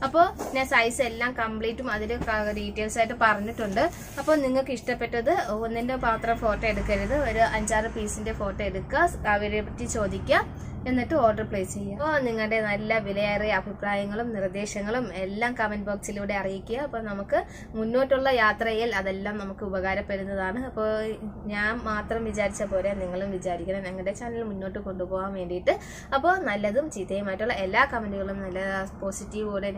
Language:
Malayalam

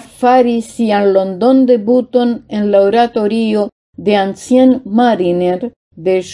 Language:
Esperanto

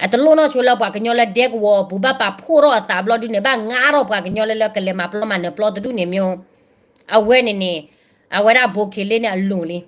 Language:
S'gaw Karen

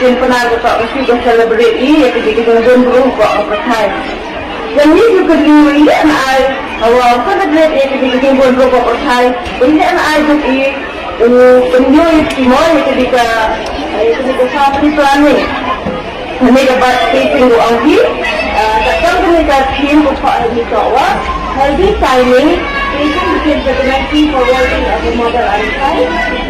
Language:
Khasi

